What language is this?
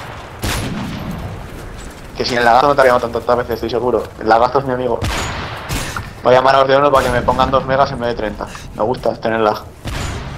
Spanish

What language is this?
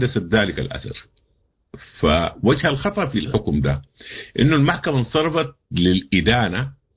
Sudanese Arabic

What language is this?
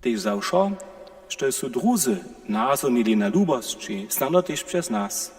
Upper Sorbian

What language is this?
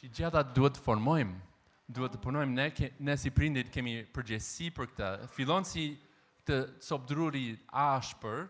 Albanian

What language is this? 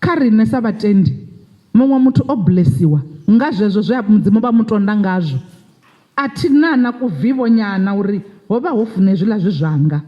Venda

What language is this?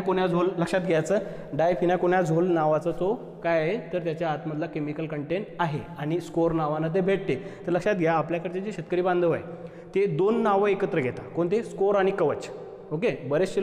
Marathi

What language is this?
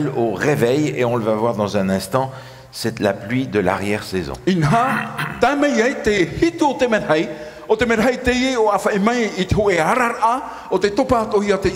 Tahitian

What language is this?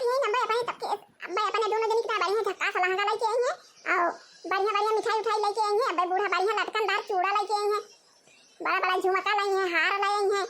Awadhi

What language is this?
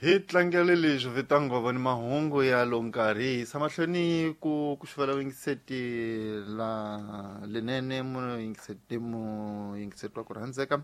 Tsonga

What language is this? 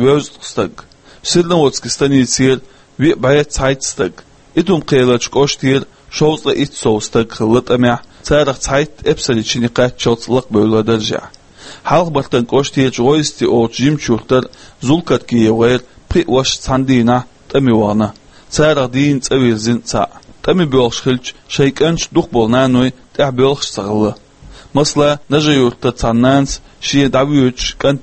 Chechen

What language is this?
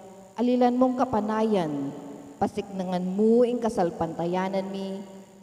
Pampanga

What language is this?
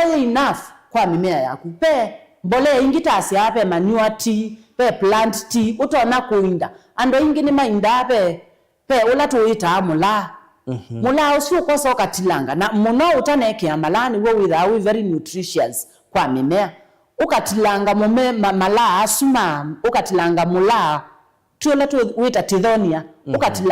Kamba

